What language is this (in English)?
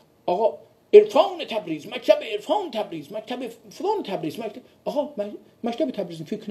South Azerbaijani